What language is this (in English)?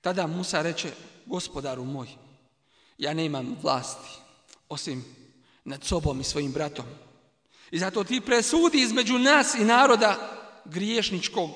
Bosnian